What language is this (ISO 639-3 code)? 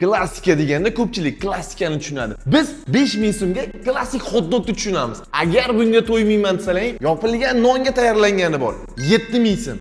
uzb